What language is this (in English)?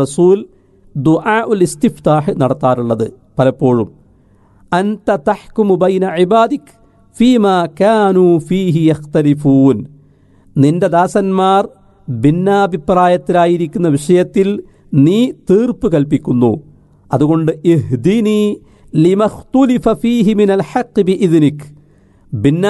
Malayalam